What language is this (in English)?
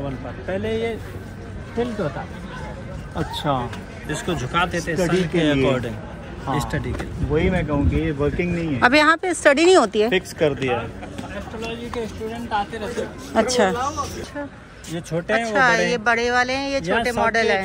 Hindi